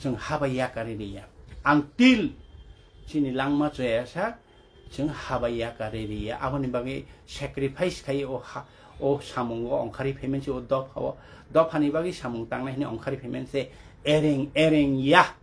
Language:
Kok Borok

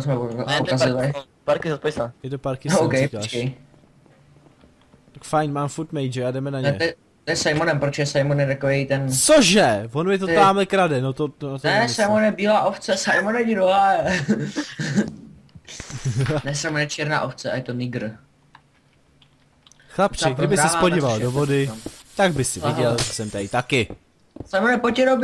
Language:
Czech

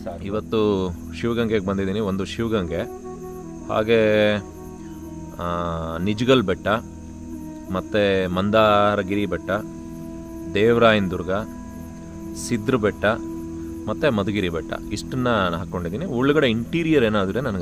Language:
Kannada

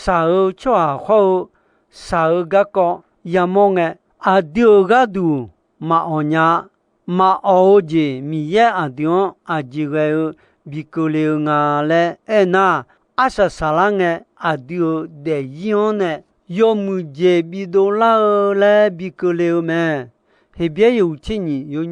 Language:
Akha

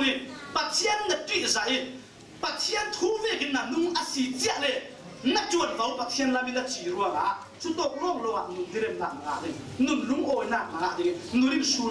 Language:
Falam Chin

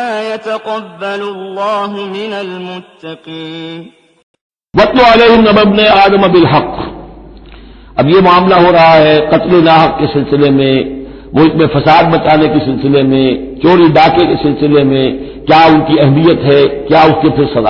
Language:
Urdu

